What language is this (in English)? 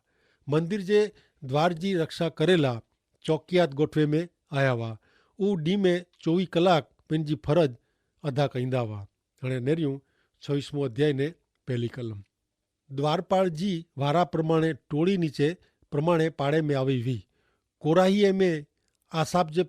Kachhi